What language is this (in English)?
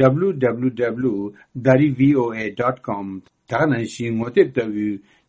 Tibetan